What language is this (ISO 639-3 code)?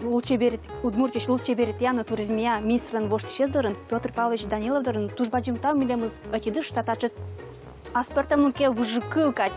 udm